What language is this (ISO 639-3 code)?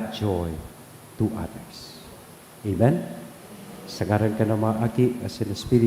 bik